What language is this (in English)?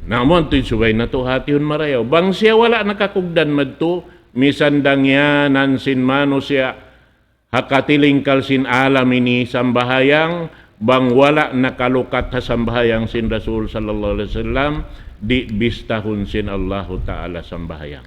Tausug